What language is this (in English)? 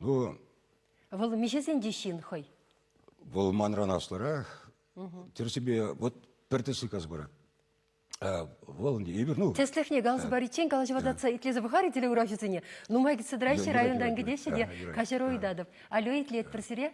Chuvash